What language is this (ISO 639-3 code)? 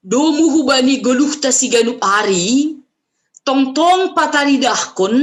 bts